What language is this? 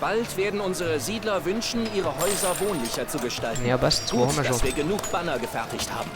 Bavarian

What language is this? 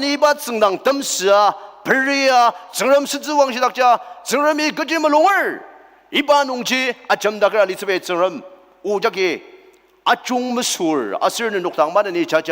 Ao Naga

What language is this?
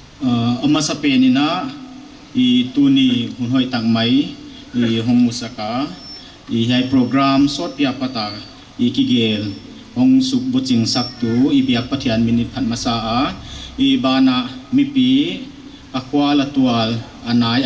Paite Chin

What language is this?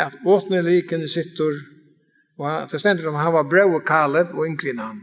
Faroese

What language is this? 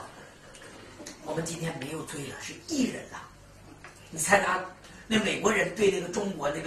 Chinese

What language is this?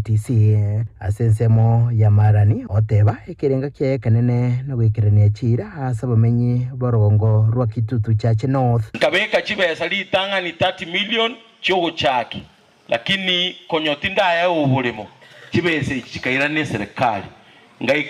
Gusii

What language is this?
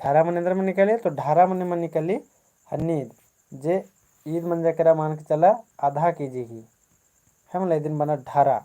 Kurukh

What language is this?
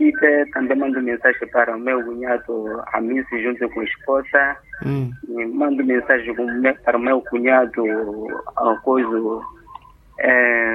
Portuguese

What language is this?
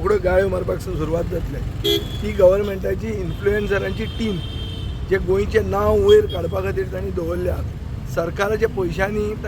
Konkani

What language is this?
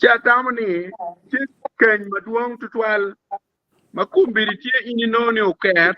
Acoli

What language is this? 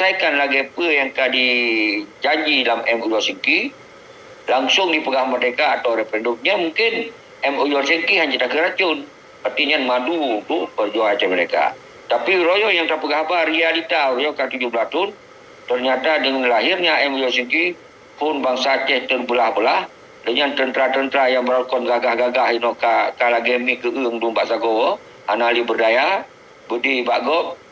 Achinese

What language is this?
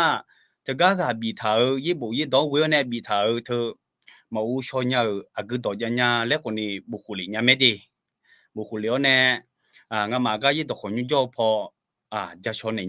Akha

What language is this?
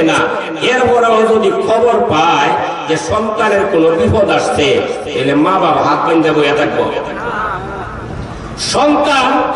Bangla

